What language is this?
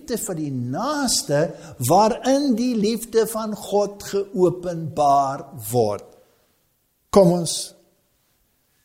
Afrikaans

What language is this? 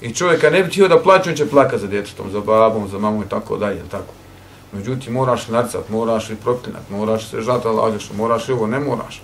Bosnian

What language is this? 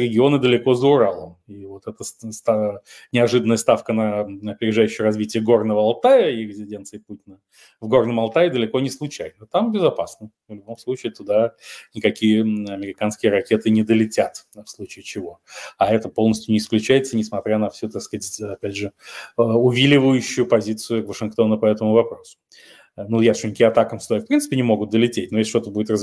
Russian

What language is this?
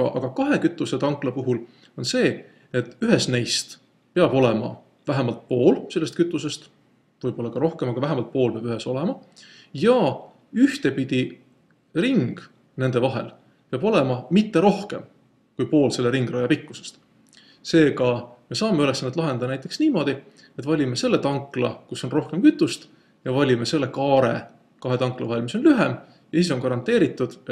Estonian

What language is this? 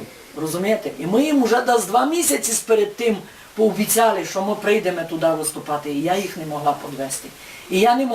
Rusyn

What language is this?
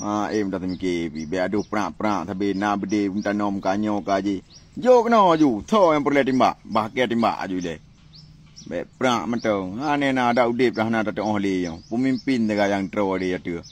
Achinese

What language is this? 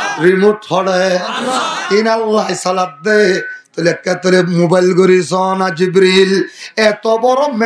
Rohingya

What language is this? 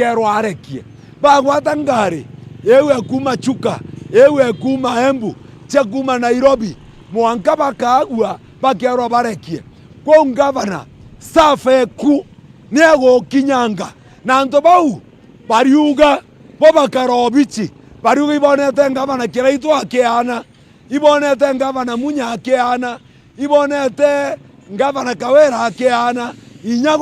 Meru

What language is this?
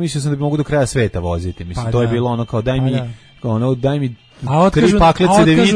Serbian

